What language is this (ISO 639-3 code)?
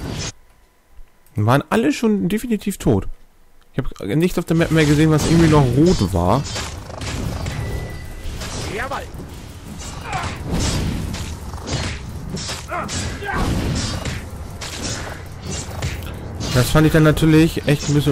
deu